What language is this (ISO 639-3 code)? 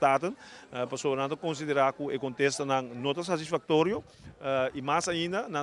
pap